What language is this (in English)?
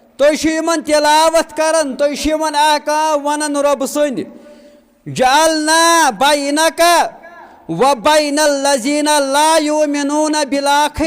Kashmiri